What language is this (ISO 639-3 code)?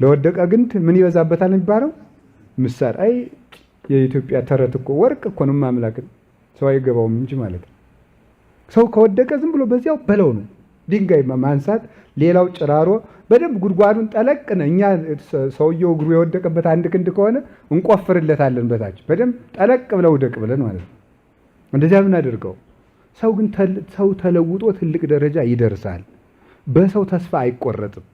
amh